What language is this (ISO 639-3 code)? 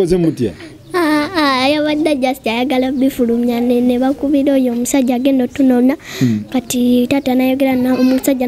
lug